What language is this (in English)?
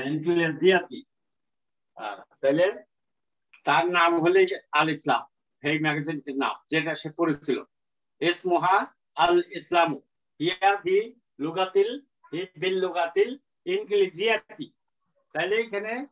Bangla